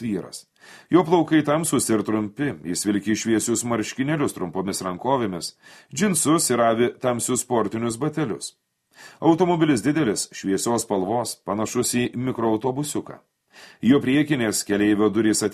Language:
Lithuanian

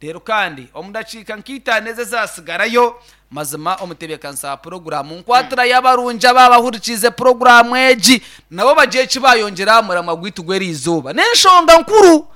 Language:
Nyankole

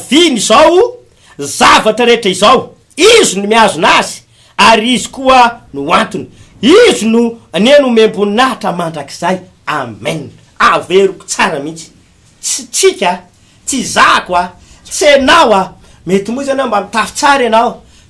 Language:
Malagasy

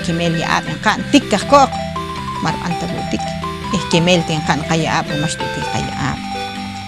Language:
Poqomchi'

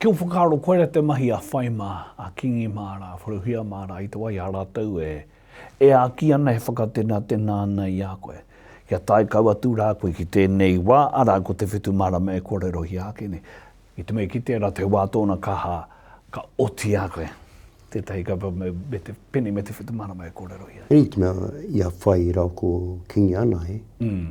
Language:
Māori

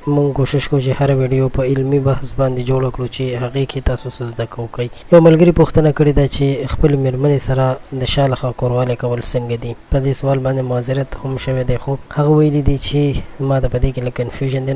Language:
Pashto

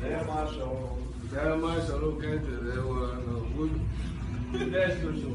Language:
Chechen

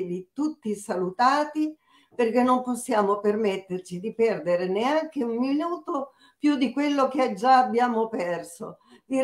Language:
Italian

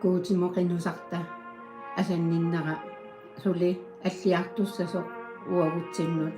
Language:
Kalaallisut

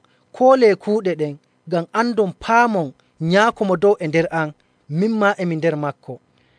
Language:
Nigerian Fulfulde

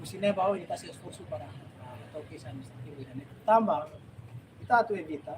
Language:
Tetum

